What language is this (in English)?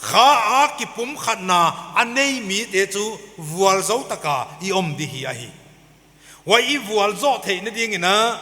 Paite Chin